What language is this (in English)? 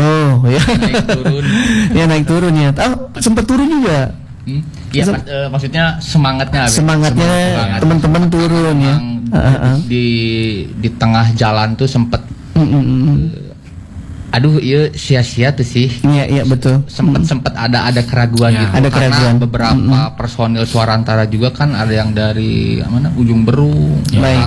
Indonesian